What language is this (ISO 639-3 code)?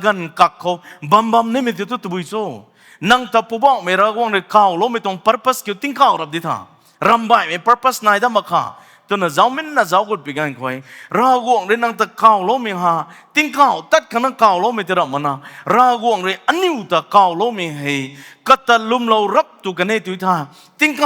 nbu